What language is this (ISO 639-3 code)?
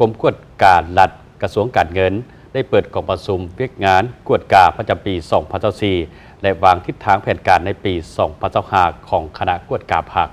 lao